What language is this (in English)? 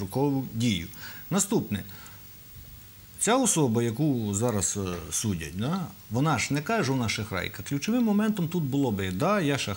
Ukrainian